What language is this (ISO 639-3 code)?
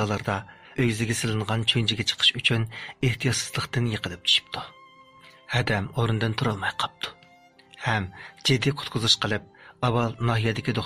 uig